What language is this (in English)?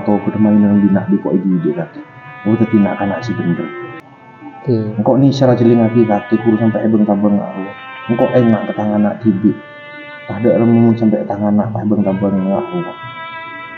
Madurese